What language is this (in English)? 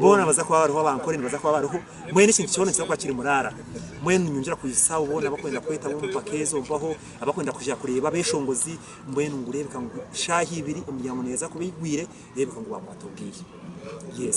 Nyankole